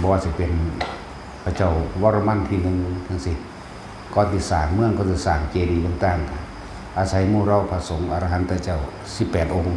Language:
Northeastern Thai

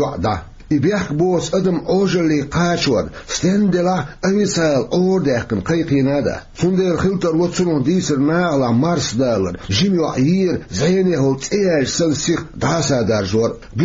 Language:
Chechen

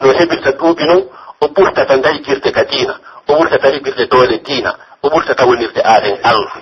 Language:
Pular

